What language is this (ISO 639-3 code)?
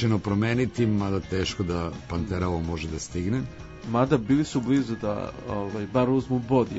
srp